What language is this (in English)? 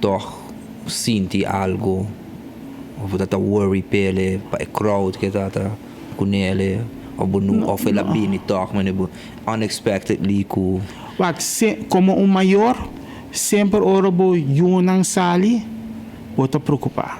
Papiamento